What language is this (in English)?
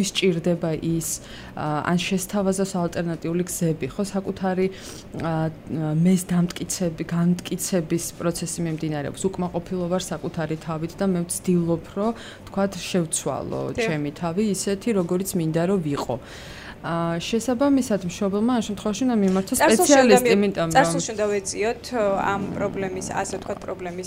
Georgian